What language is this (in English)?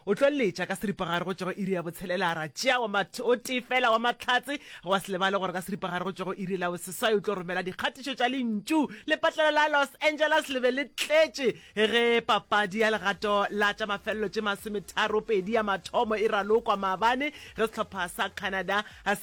Northern Sotho